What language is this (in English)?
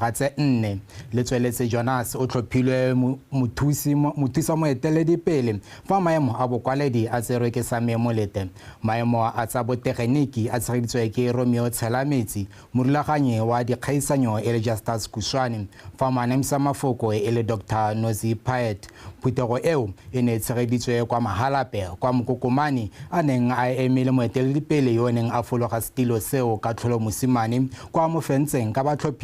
Tswana